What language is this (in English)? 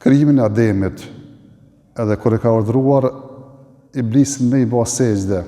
Albanian